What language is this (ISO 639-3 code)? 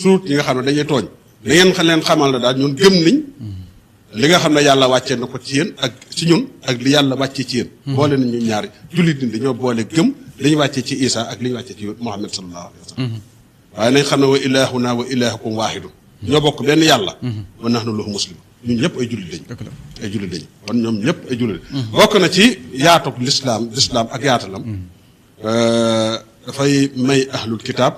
wol